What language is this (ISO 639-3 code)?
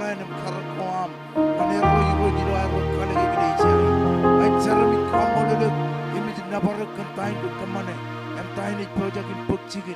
mah